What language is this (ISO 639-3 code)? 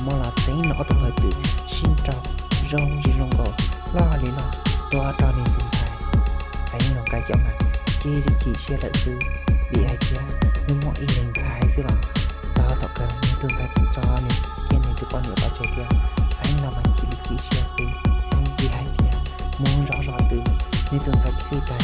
hmn